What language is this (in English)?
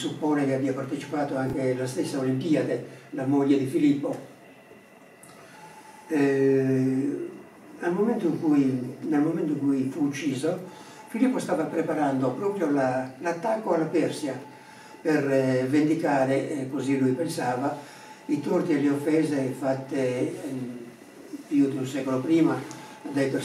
Italian